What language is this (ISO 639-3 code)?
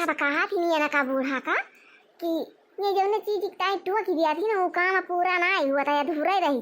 awa